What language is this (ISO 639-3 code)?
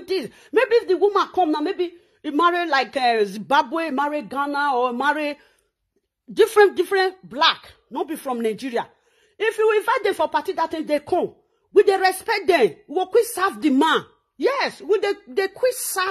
pcm